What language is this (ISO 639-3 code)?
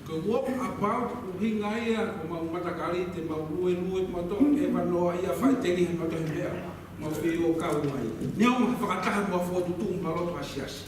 ton